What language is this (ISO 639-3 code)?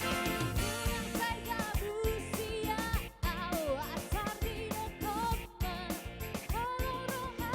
bbc